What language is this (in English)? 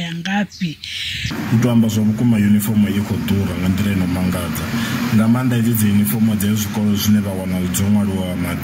Venda